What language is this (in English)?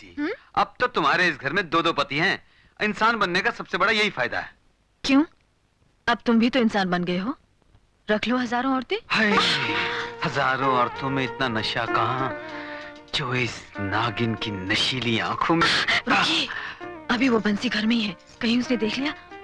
Hindi